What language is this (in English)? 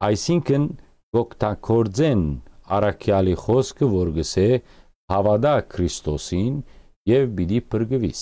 Western Armenian